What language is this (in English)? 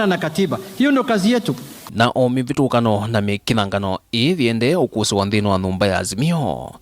Kamba